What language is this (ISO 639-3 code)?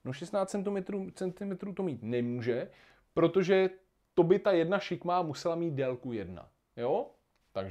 ces